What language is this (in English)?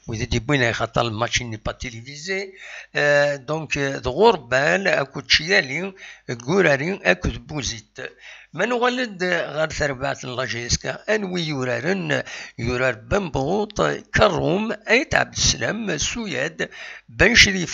Kabyle